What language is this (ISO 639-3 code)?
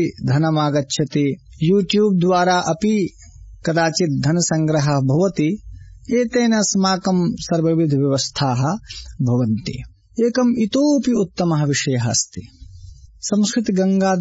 san